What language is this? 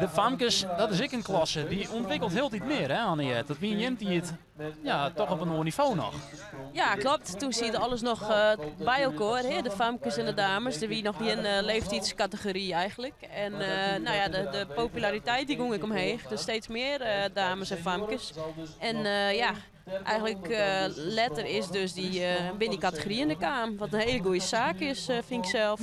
Western Frisian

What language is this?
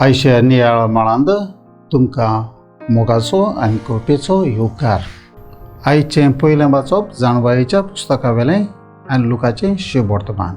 Konkani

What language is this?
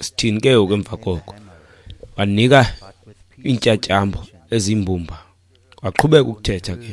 Xhosa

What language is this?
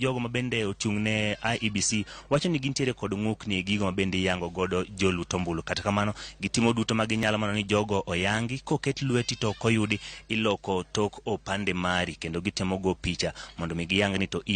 Luo (Kenya and Tanzania)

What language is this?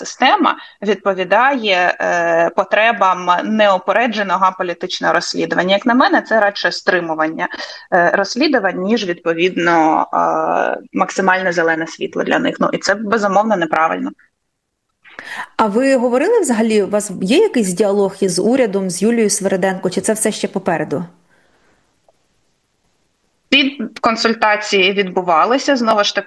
Ukrainian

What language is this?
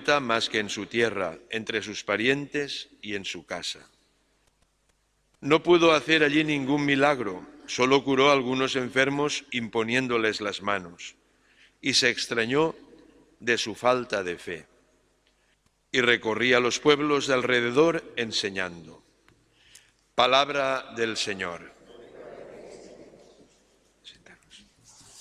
Spanish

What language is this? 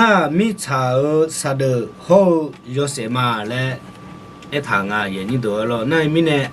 Akha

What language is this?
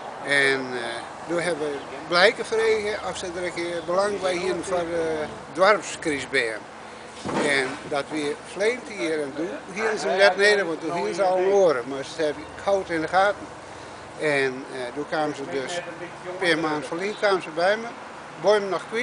Western Frisian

